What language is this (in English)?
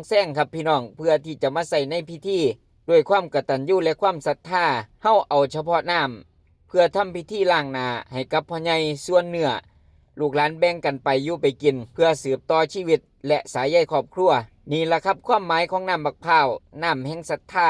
Northeastern Thai